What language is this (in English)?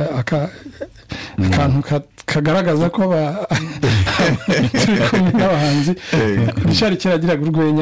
Kinyarwanda